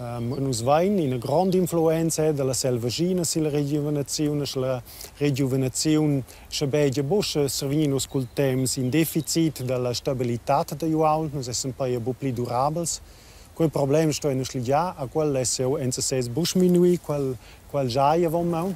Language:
Romansh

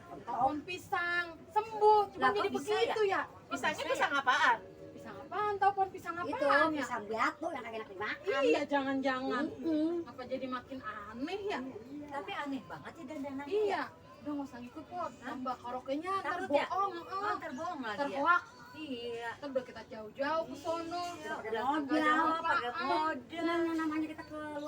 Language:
Betawi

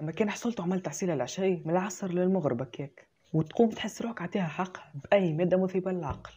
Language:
Tunisian Arabic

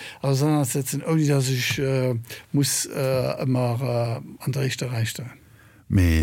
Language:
Luxembourgish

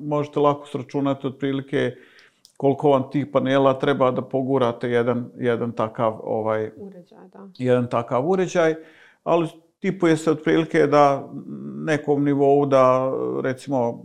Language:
Serbian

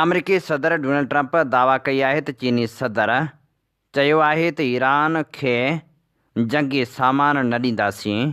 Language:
Sindhi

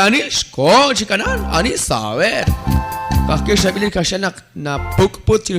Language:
Kekchí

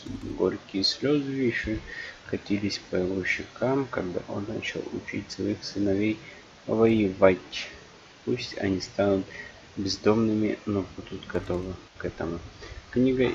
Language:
Russian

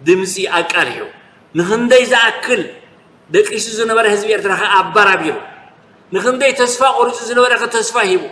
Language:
Tigrinya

